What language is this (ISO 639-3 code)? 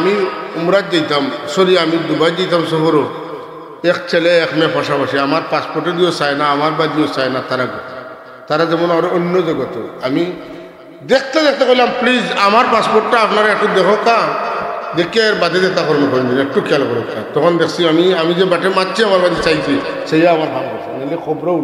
syl